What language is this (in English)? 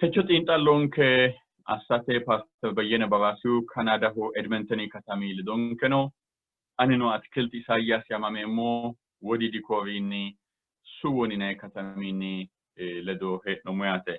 Sidamo